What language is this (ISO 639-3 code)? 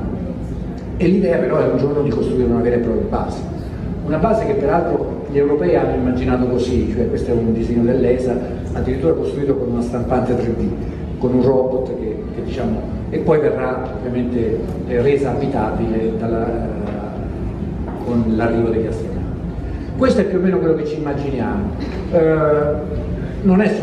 ita